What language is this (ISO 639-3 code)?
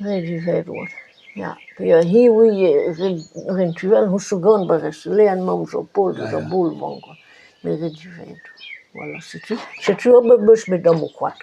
bre